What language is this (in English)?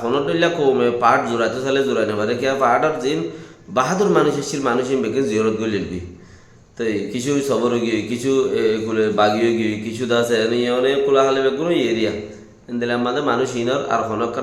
Rohingya